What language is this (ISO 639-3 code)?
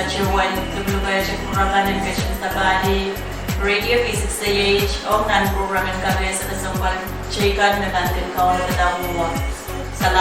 pon